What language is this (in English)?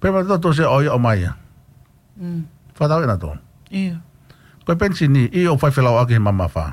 Tongan